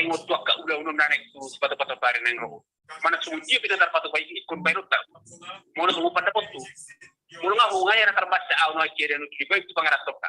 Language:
Batak Toba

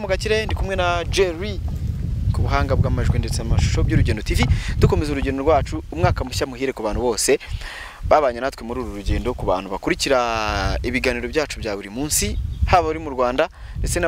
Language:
Kinyarwanda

